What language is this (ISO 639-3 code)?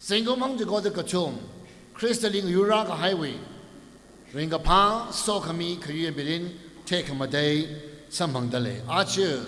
nmf